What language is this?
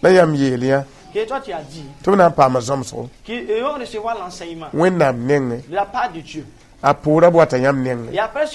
Mossi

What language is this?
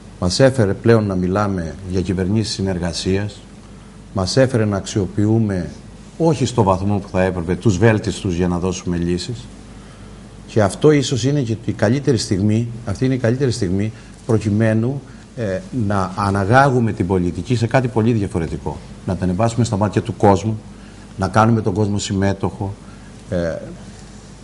Greek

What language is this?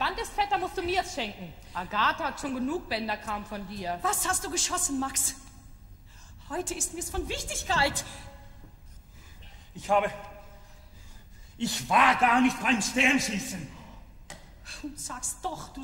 German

